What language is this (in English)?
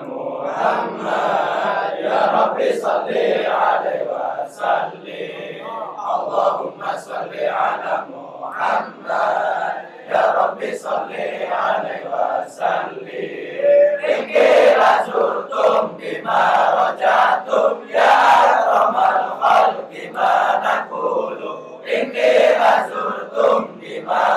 Javanese